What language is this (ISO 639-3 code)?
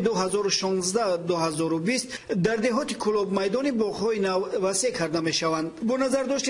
tgk